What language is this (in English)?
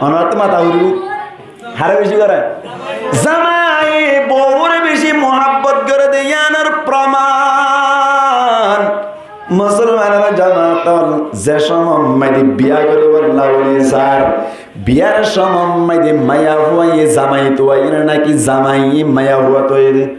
Rohingya